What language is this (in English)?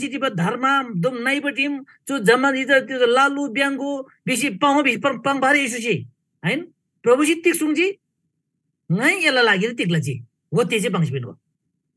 Eastern Tamang